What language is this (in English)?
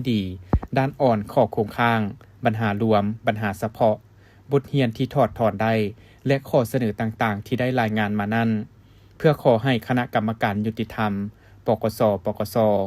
Lao